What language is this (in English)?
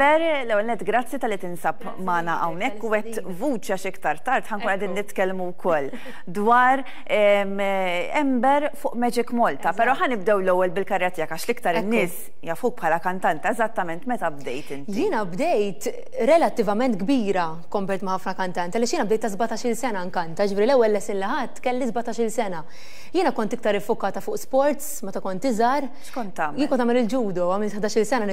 Maltese